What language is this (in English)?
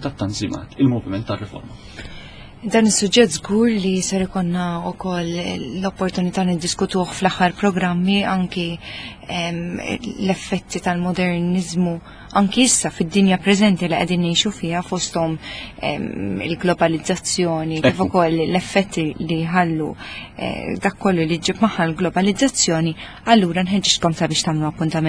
Maltese